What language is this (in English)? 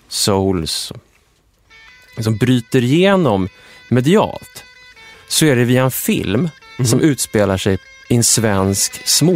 Swedish